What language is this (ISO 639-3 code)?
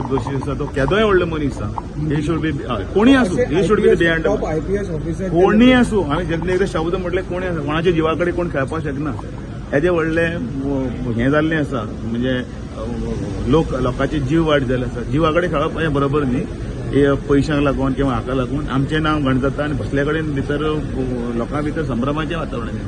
kok